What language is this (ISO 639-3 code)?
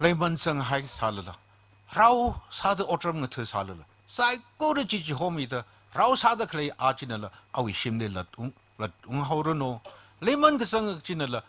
nmf